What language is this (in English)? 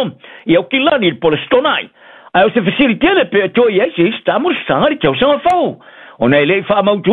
Samoan